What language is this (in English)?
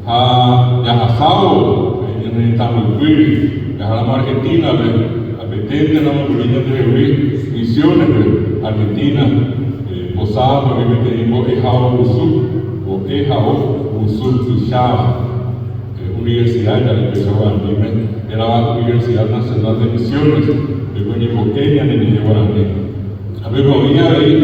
Guarani